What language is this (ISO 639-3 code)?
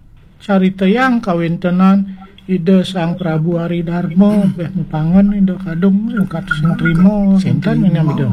ban